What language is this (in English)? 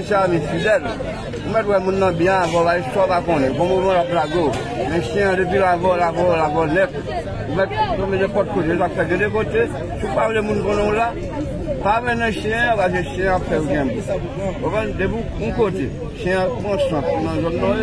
Haitian Creole